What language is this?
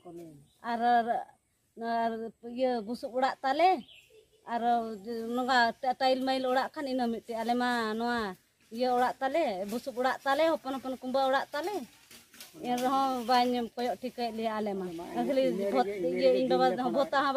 Santali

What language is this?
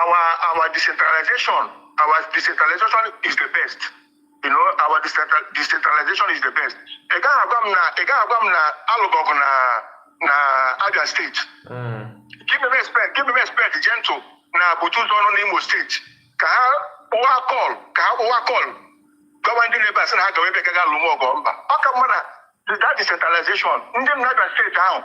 Igbo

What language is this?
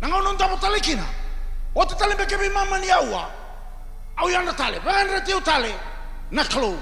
Fijian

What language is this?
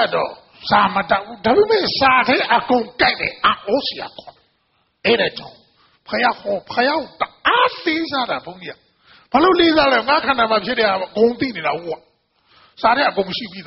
Burmese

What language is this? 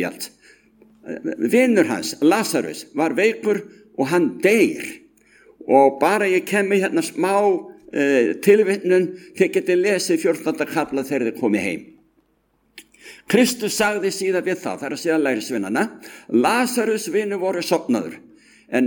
Icelandic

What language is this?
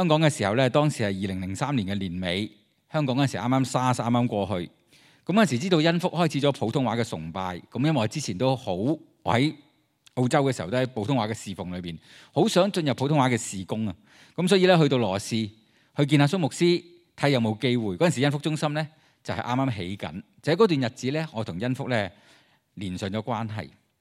Cantonese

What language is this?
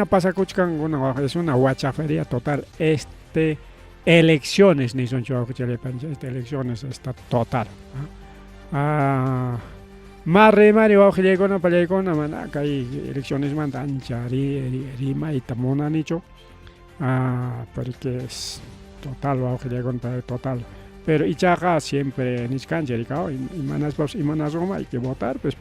Ayacucho Quechua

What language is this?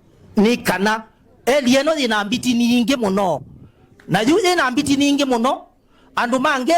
Kamba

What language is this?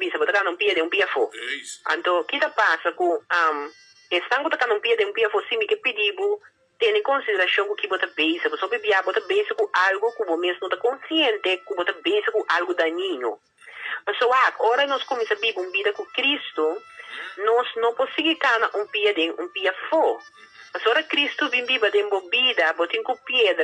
Papiamento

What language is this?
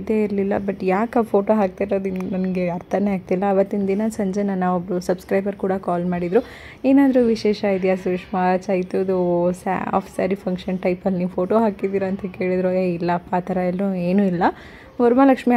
Kannada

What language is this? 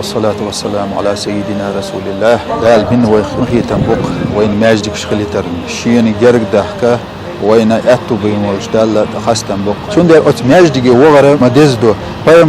Chechen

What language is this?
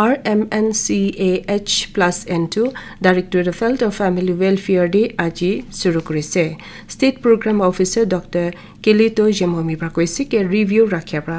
Naga Pidgin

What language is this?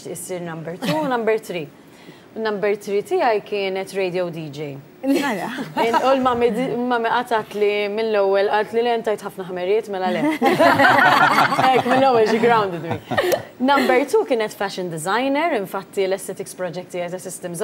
Maltese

